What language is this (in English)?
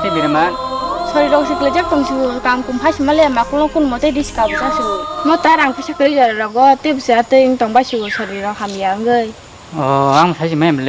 Kok Borok